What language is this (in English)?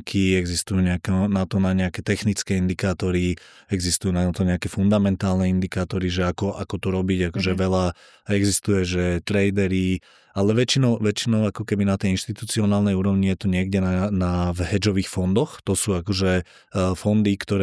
Slovak